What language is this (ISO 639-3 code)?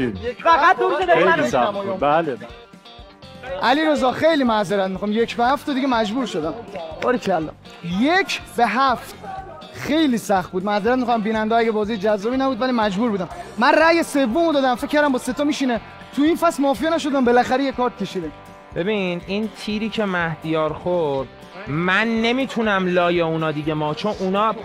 fas